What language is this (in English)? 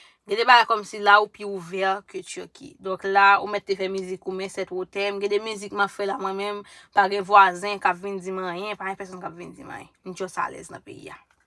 Haitian Creole